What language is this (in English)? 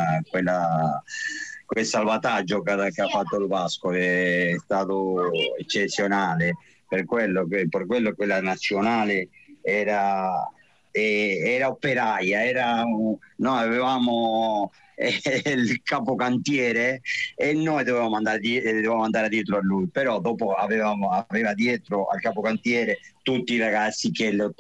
Italian